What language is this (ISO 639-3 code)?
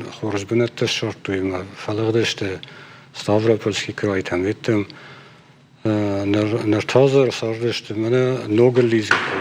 oss